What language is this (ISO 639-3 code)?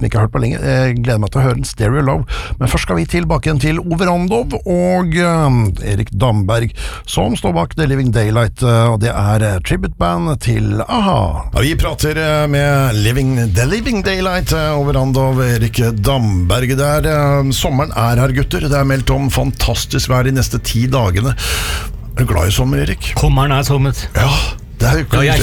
nor